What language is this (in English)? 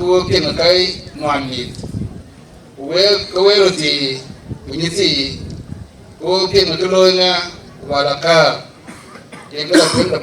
Dinka